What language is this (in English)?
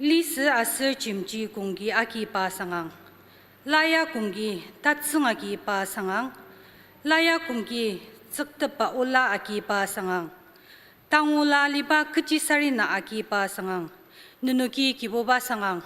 Ao Naga